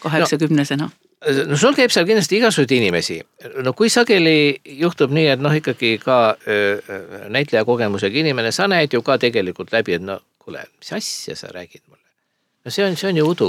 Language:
Estonian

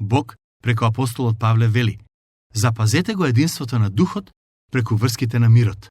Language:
Macedonian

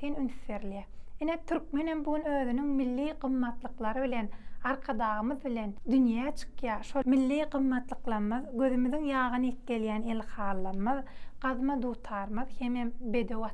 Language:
Turkmen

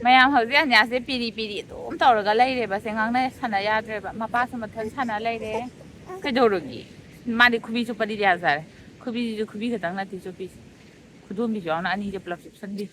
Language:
Manipuri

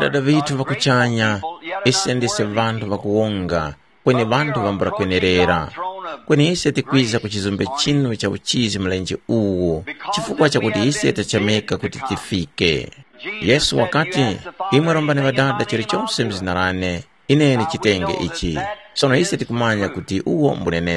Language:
Tumbuka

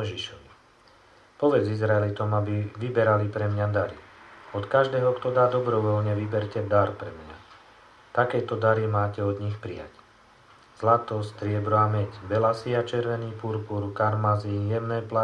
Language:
Slovak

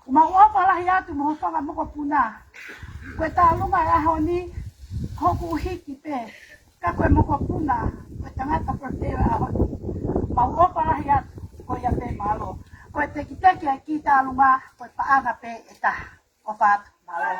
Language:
Tongan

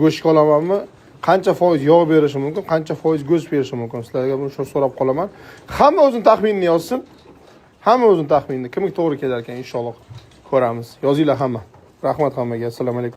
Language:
Uzbek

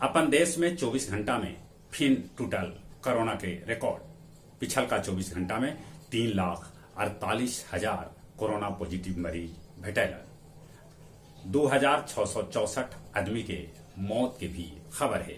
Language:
Magahi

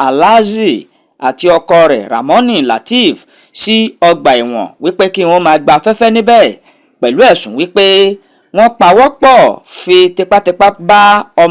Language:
Yoruba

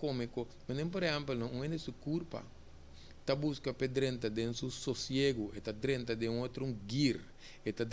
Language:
Papiamento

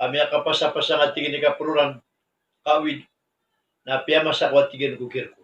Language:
Maranao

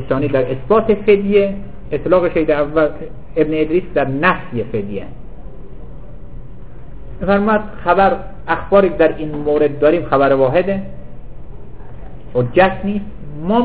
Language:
Persian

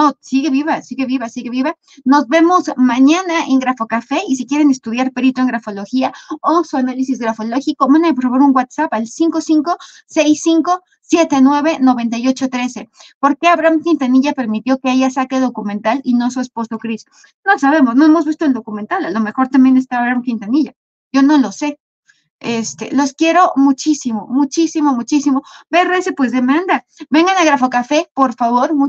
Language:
Spanish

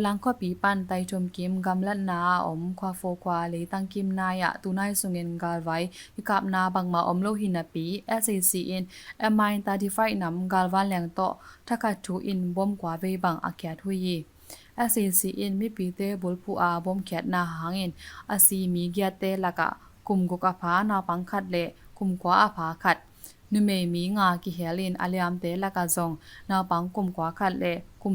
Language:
Tedim Chin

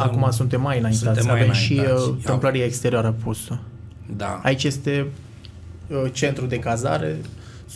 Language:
Romanian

